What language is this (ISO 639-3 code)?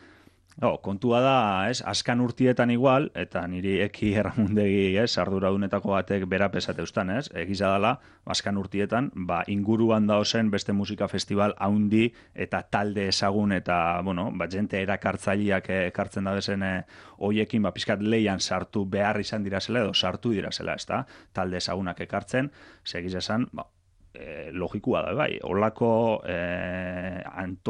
eus